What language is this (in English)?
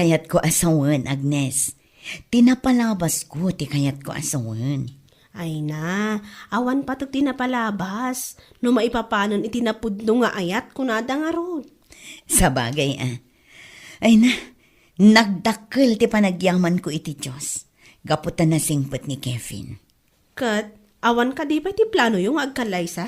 Iloko